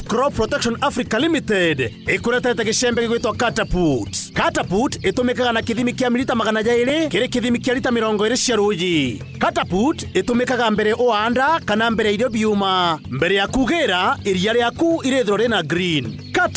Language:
Meru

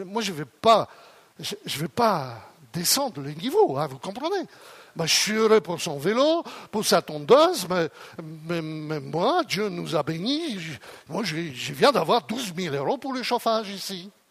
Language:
French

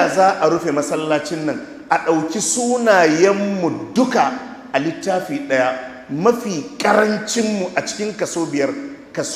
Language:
Hausa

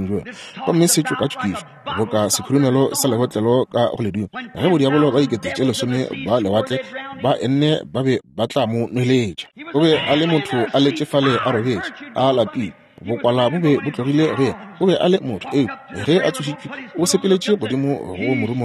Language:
Northern Sotho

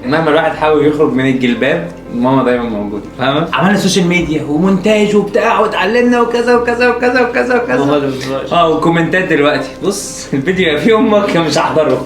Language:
Egyptian Arabic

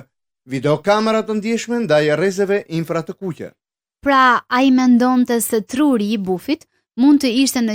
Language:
Albanian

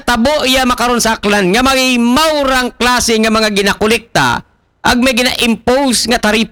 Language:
Aklanon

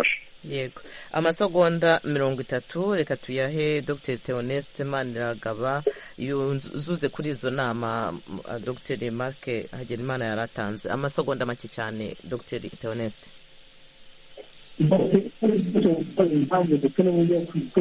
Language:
Kinyarwanda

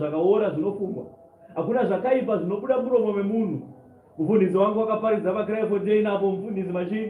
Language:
Shona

